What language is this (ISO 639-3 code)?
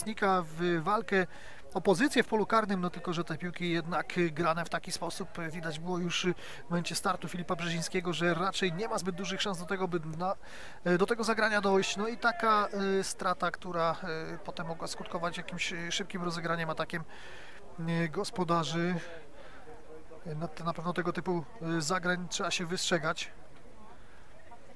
pol